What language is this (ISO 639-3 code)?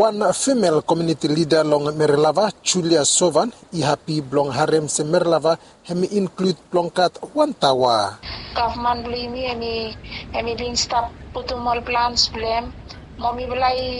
bis